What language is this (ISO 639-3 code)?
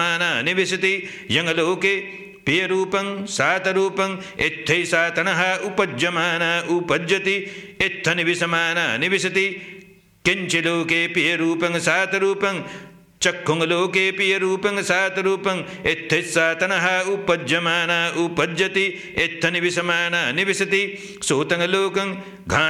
pli